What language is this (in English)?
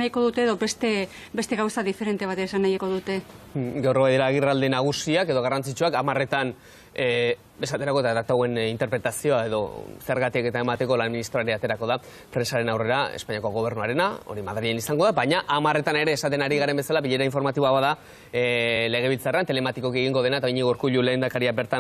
Basque